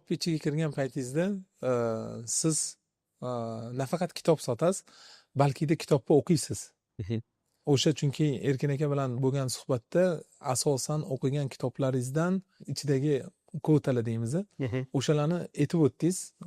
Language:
Uzbek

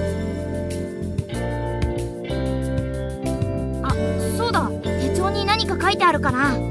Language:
Japanese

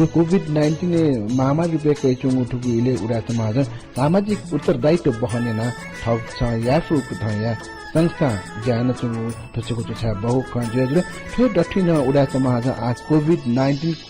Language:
Newari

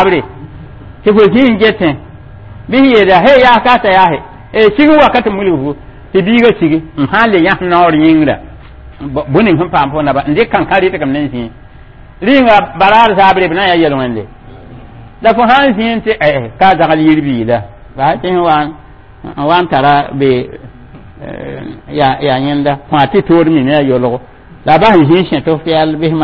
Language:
Mossi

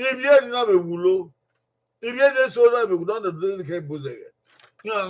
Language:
Bini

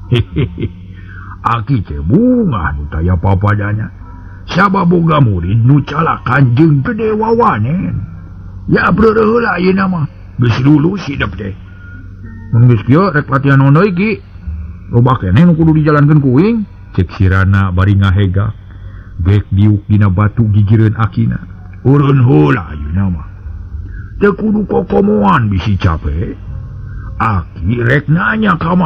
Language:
Sundanese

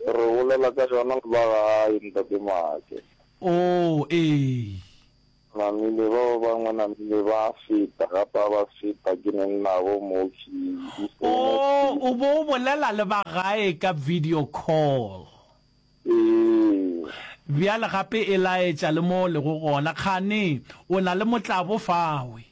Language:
Northern Sotho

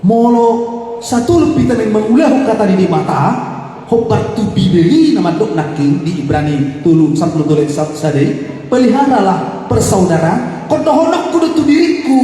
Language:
Batak Toba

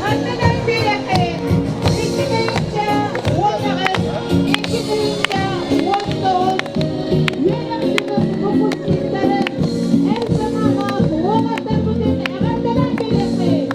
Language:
Yakut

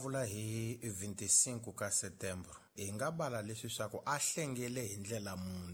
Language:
Tsonga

